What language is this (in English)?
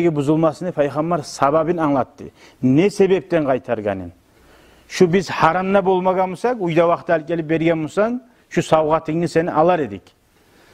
Kumyk